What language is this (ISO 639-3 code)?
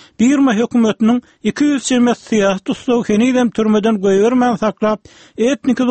tuk